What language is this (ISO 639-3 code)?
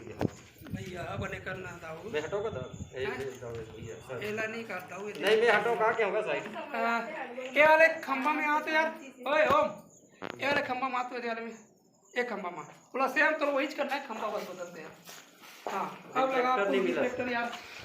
hne